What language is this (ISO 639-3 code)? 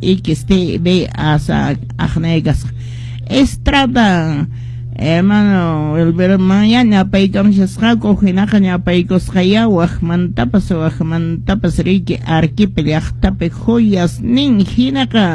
que